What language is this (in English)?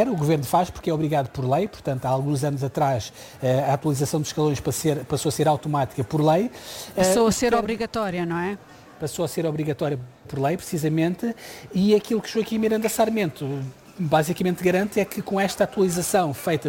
Portuguese